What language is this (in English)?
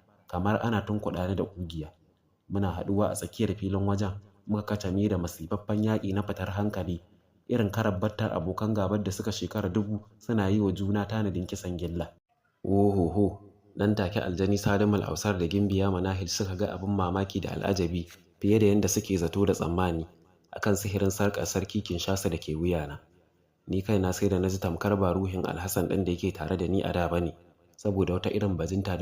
Hausa